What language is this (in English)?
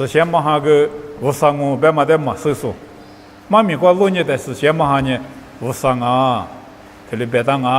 Lisu